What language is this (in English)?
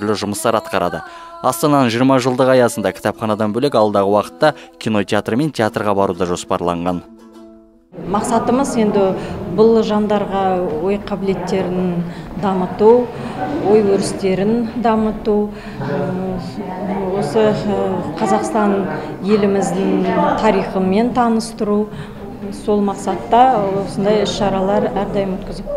Kazakh